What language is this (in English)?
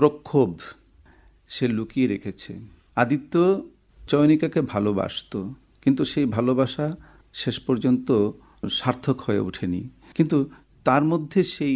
Bangla